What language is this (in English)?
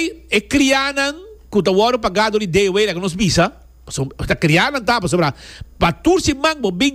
Papiamento